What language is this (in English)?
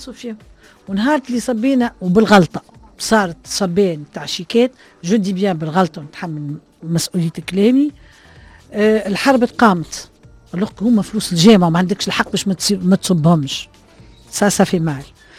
Tunisian Arabic